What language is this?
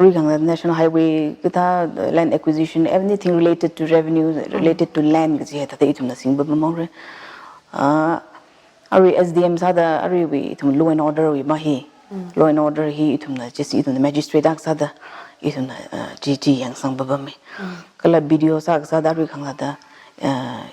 Tangkhul Naga (India)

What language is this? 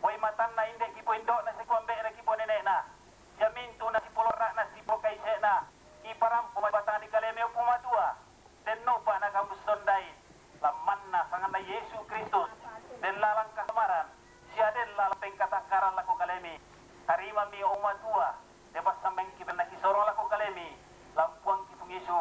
Toraja-Sa'dan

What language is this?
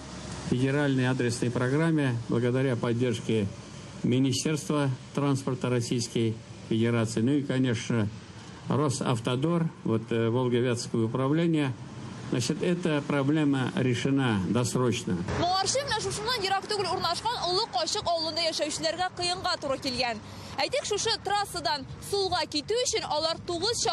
Tatar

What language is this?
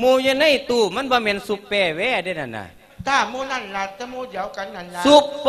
Lao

